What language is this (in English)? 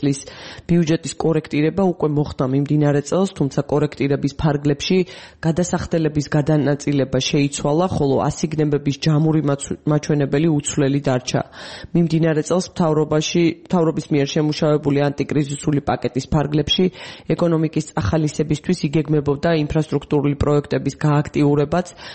Georgian